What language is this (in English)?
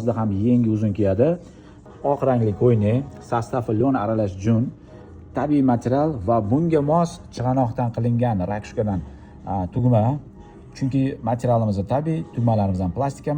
Uzbek